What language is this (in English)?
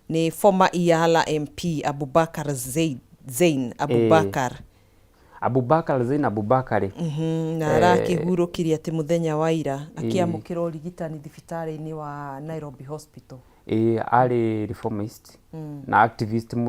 Kikuyu